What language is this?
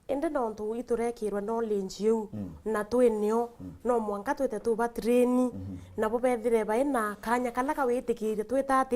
Meru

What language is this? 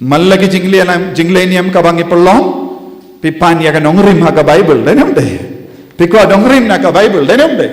Khasi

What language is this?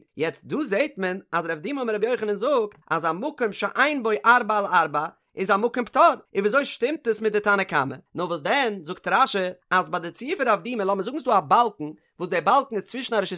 Yiddish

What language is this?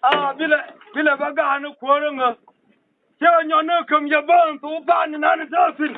Nuer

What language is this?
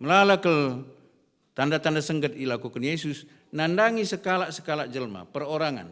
Batak Karo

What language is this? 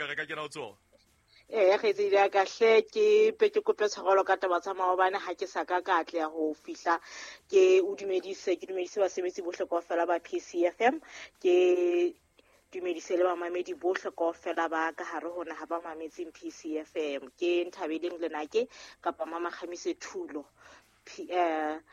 Southern Sotho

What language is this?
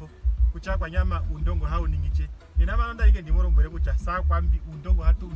Ndonga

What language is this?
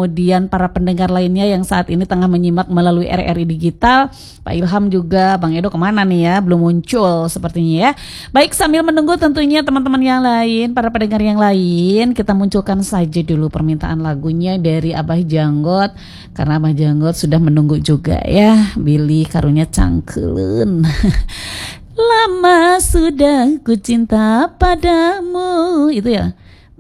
Indonesian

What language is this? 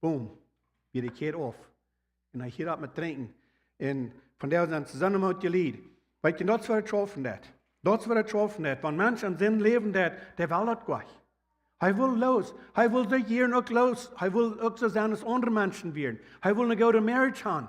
Plautdietsch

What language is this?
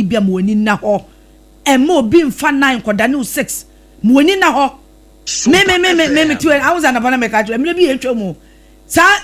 Akan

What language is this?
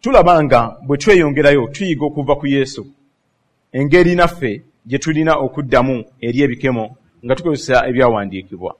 Ganda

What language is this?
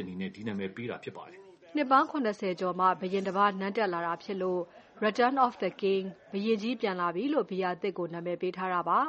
Burmese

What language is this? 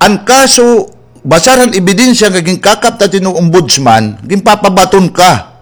Waray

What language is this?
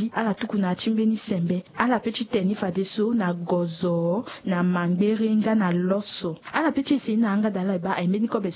Sango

